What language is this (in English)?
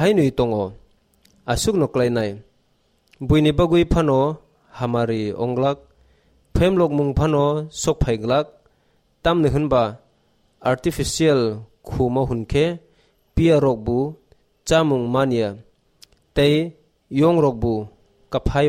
Kok Borok